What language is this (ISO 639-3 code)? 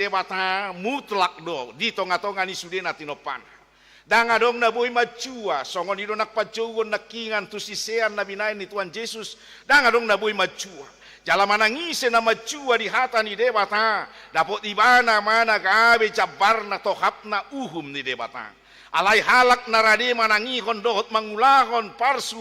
bbc